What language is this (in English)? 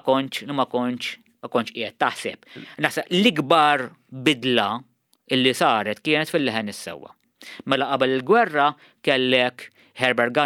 Maltese